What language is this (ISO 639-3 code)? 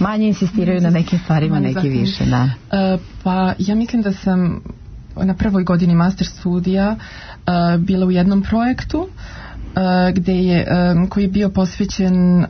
srp